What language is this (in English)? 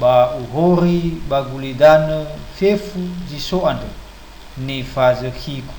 Nias